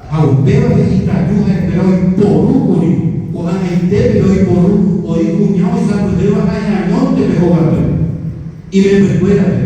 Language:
Guarani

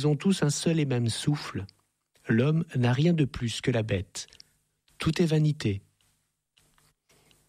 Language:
French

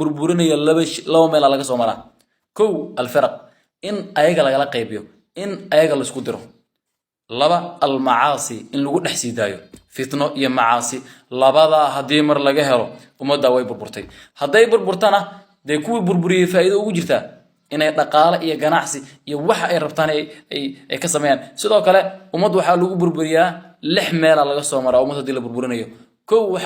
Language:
Somali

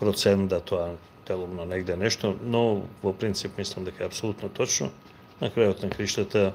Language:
Macedonian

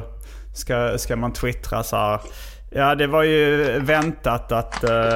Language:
Swedish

